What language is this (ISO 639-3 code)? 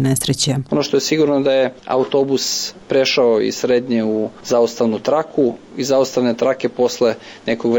srp